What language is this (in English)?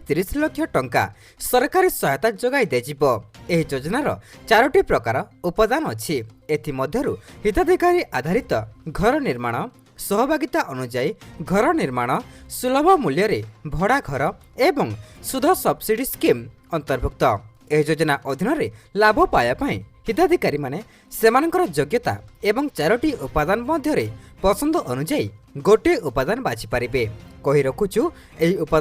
Odia